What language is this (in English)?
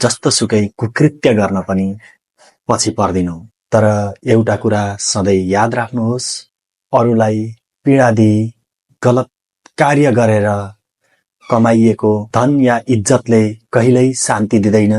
Nepali